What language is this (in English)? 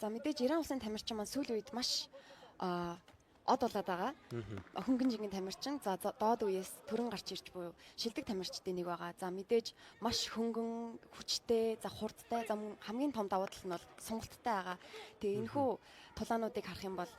Mongolian